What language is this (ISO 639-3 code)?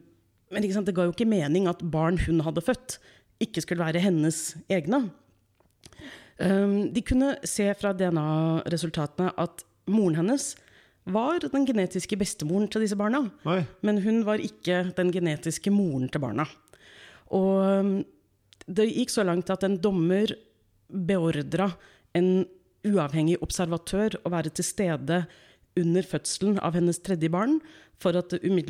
nor